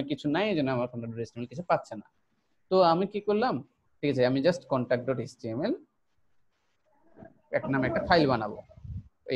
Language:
Bangla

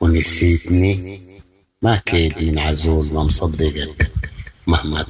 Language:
Sudanese Arabic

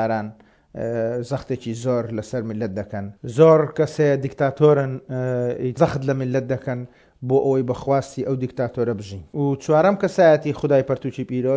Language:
Central Kurdish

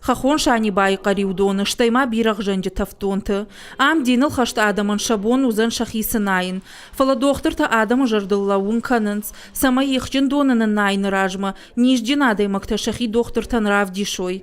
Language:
Ossetic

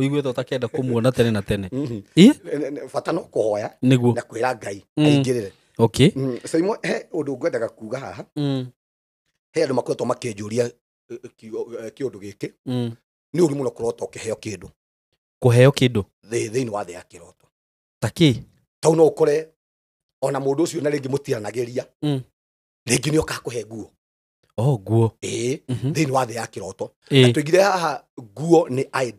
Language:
Kikuyu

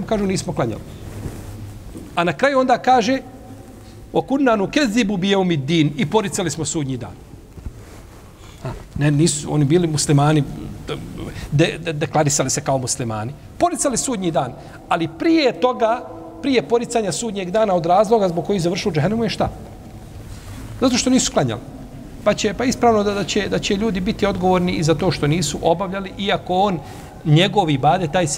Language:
Bosnian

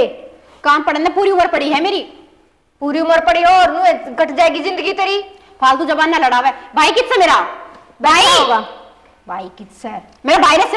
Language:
Haryanvi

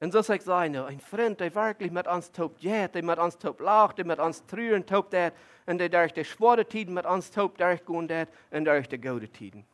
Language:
Plautdietsch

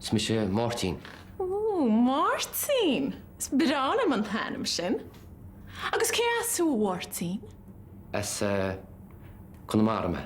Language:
Irish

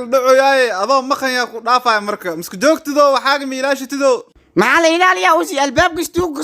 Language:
Somali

